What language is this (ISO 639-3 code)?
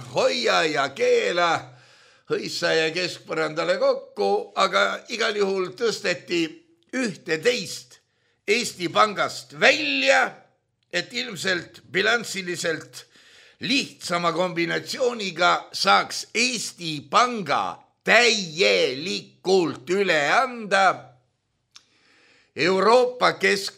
est